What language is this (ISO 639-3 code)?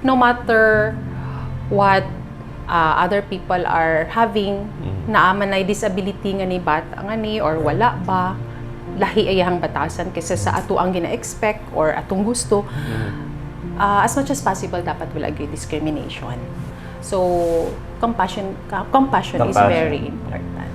ceb